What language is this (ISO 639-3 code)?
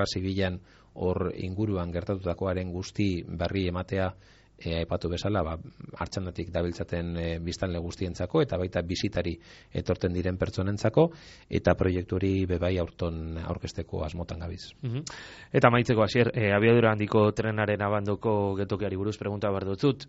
eus